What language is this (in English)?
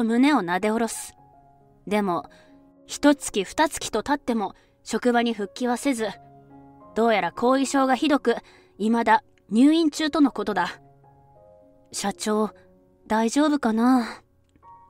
Japanese